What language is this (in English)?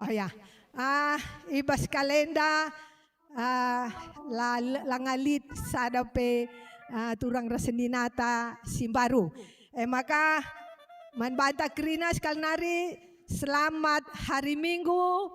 Batak Karo